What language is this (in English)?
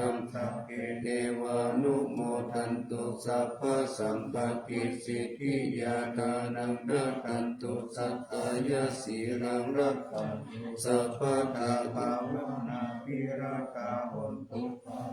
Pali